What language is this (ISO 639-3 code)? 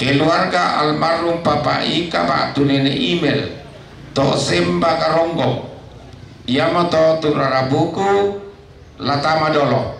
sda